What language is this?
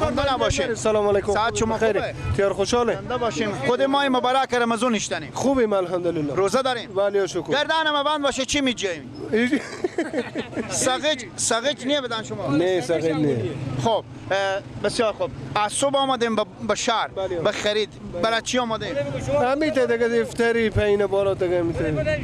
Persian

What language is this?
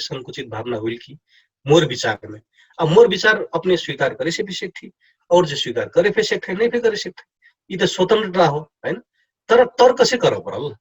Dangaura Tharu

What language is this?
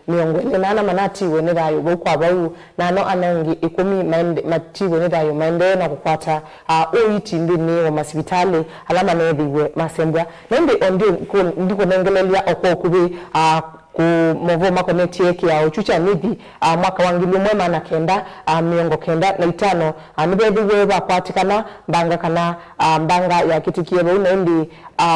Kamba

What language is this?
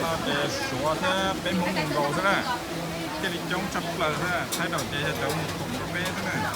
Hmong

